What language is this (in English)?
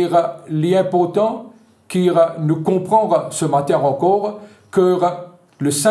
French